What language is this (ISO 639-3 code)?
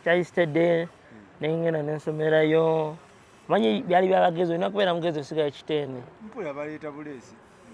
lug